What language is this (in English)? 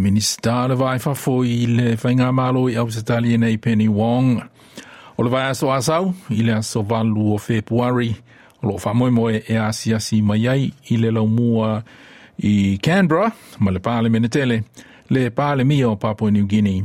Samoan